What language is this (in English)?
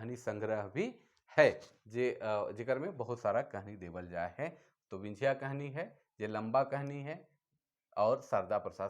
Sadri